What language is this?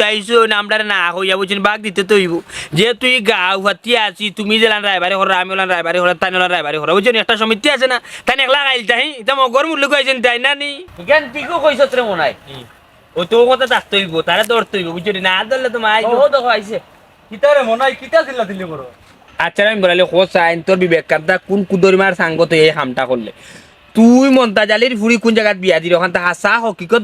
Sylheti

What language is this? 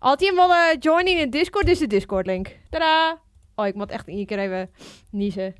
Western Frisian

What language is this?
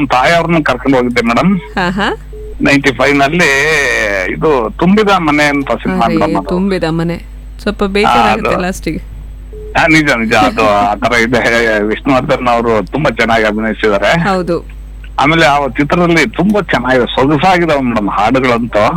Kannada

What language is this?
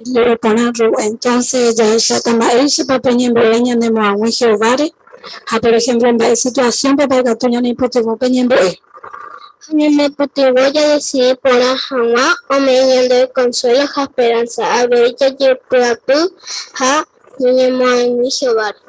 Guarani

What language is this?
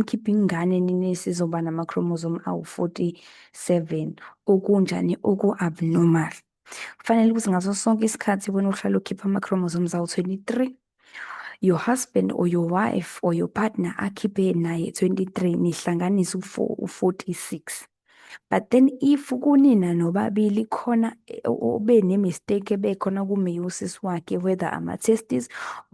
Zulu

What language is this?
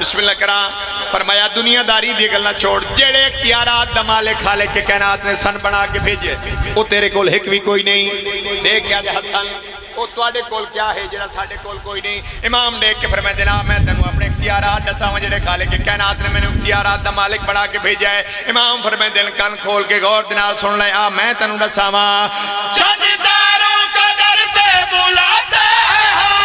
Pahari-Potwari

